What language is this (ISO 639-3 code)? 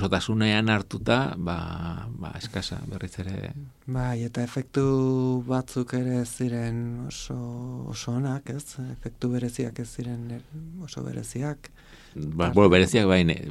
eus